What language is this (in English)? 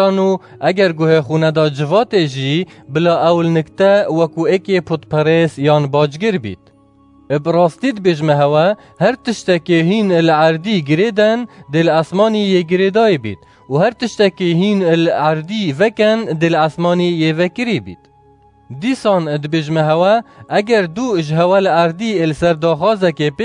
Kurdish